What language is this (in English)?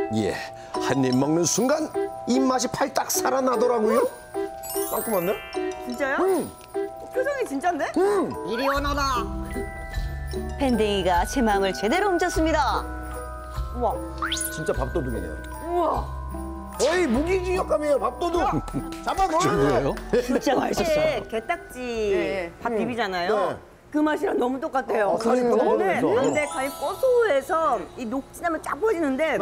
Korean